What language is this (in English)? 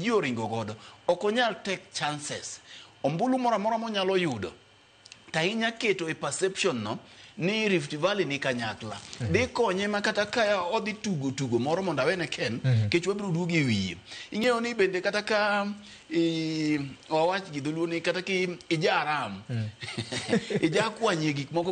Luo (Kenya and Tanzania)